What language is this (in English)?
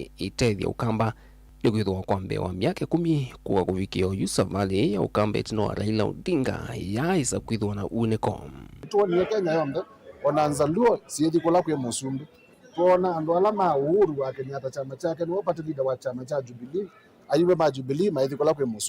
Kamba